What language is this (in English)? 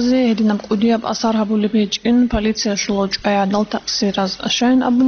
Avaric